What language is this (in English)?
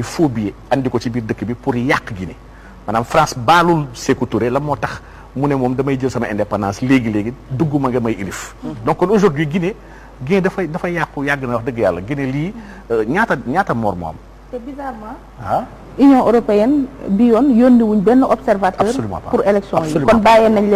Wolof